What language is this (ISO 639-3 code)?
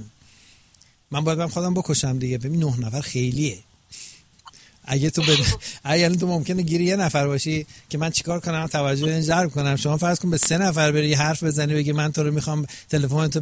fas